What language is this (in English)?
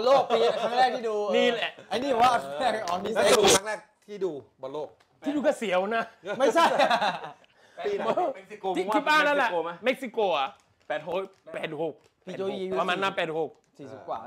Thai